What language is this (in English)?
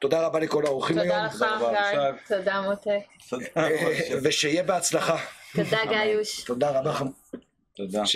Hebrew